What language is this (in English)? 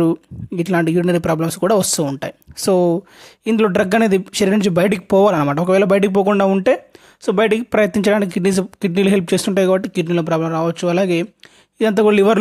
Telugu